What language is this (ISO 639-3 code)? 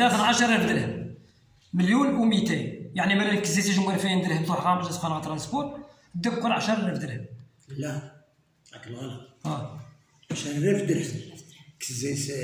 ary